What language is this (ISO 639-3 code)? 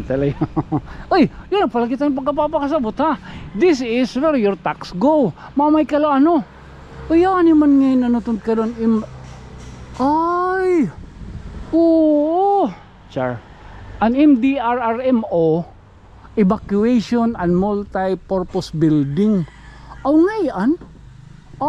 war